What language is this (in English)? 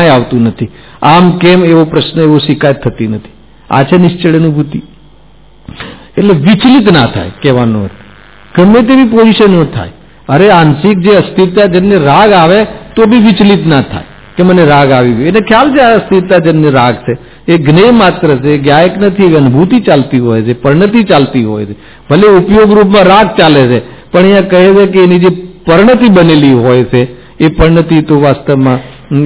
Gujarati